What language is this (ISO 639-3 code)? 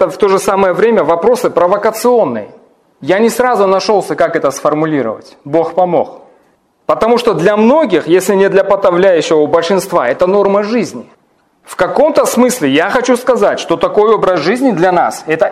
rus